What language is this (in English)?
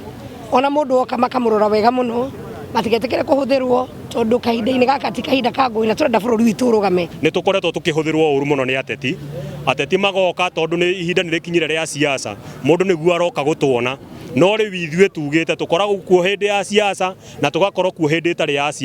Kikuyu